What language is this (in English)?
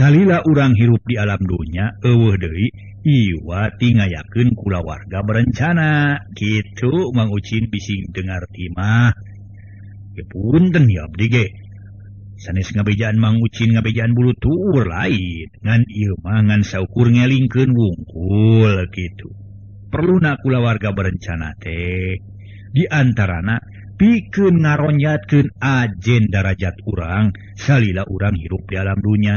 Sundanese